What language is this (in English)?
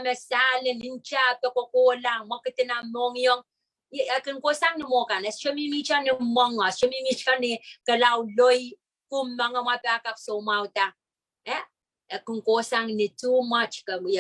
Pohnpeian